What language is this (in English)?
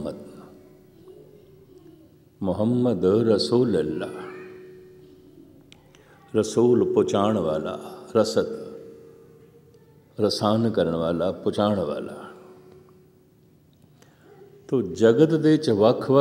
Punjabi